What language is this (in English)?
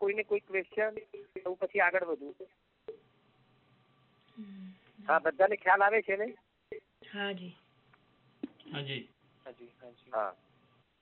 Gujarati